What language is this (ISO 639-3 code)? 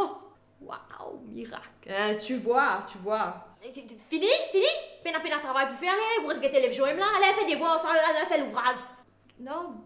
mfe